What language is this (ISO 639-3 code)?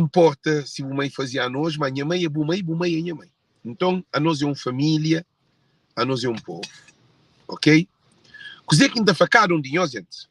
kea